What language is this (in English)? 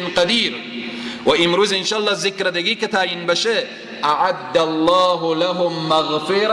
Persian